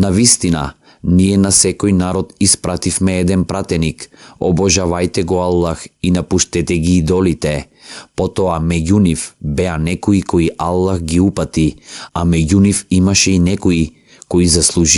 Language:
Macedonian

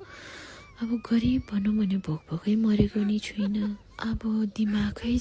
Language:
Nepali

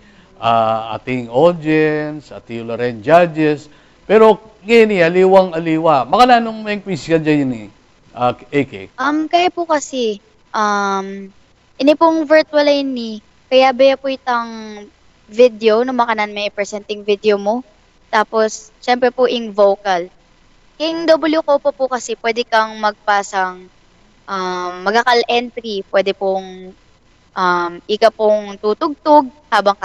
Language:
Pampanga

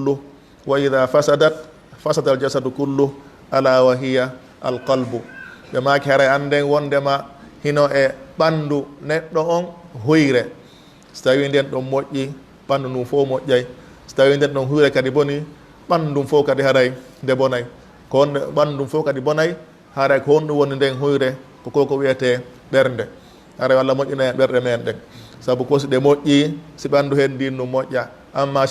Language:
Fula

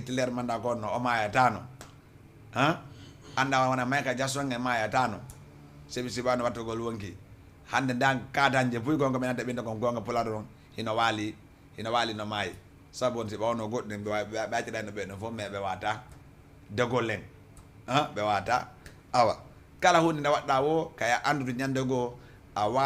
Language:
Fula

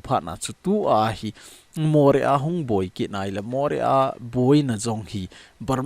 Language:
Thado Chin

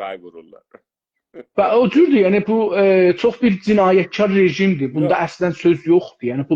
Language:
South Azerbaijani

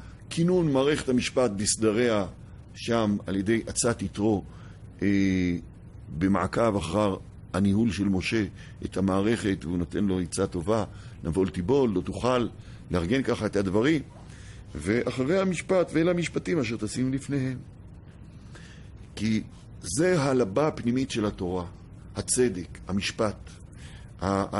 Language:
Hebrew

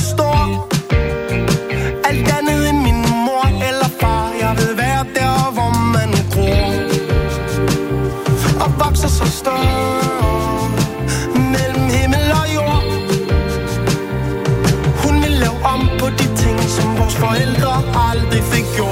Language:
Danish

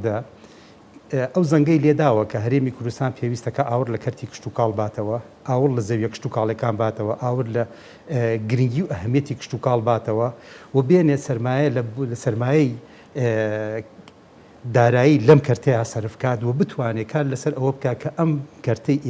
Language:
Central Kurdish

